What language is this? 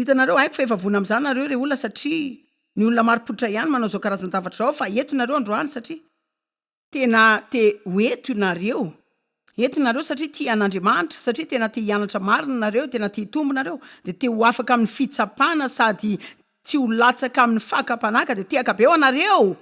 Malagasy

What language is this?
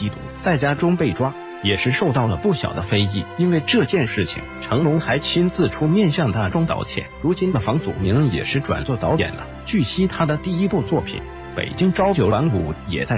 Chinese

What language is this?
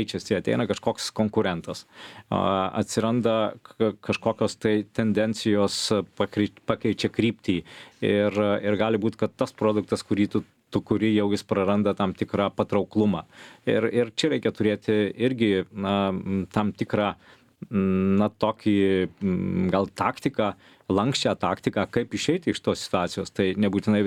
Lithuanian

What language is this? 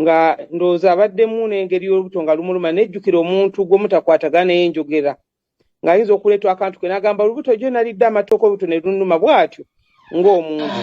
Ganda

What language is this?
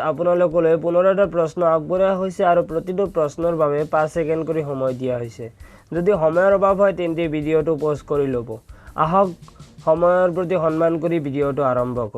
Assamese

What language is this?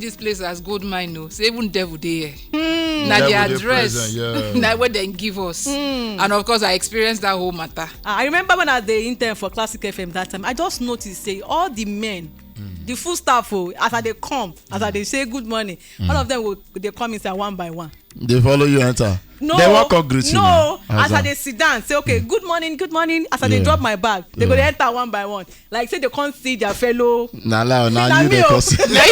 Nigerian Pidgin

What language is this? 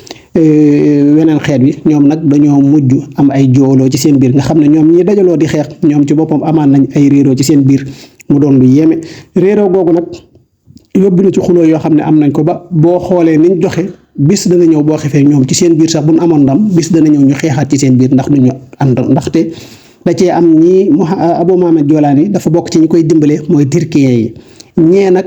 Wolof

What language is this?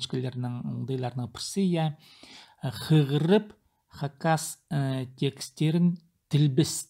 Khakas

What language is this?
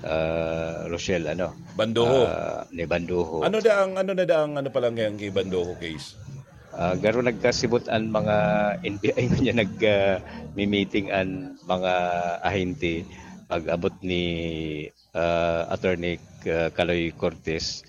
Bikol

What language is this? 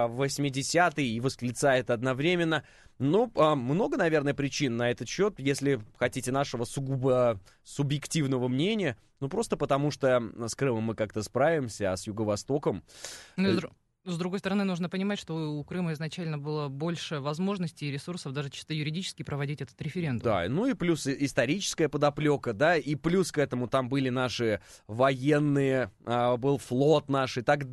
Russian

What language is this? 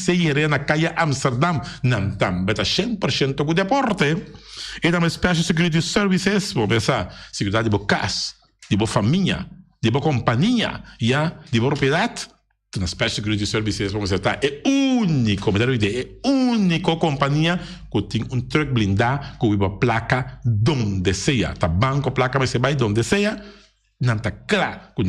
Papiamento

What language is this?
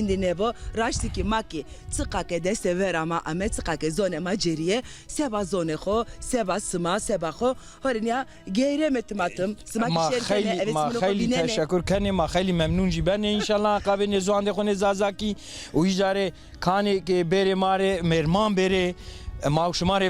Zaza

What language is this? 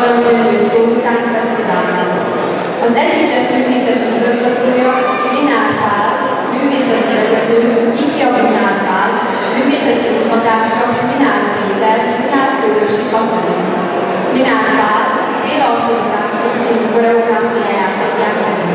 Hungarian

